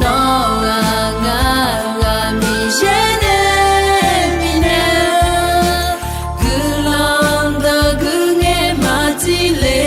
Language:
Akha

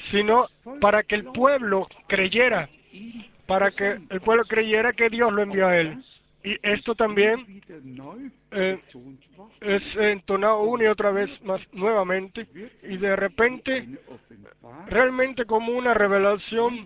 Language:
Spanish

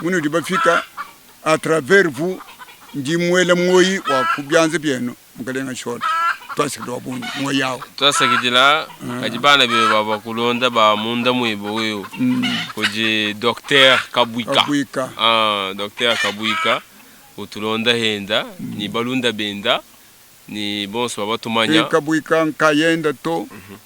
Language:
Luba-Lulua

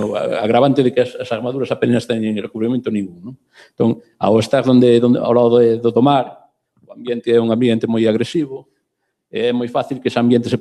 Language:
Galician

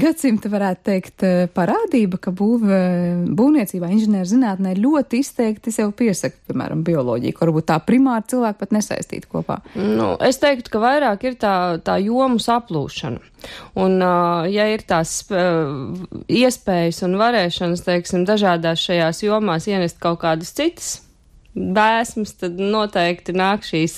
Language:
Latvian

